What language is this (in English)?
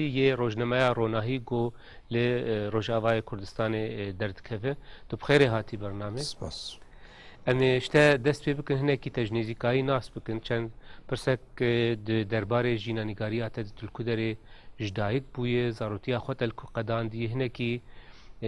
Kurdish